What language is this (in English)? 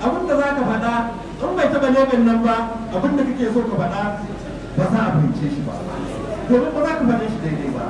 Hausa